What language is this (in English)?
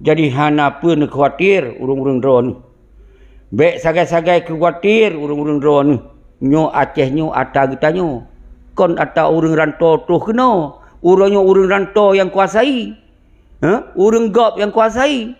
Achinese